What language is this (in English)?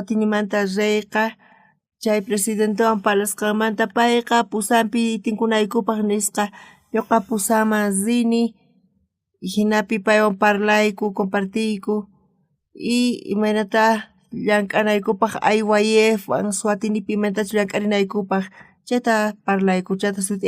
South Bolivian Quechua